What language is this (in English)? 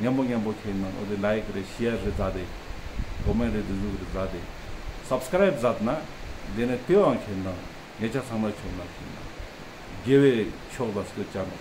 Ladakhi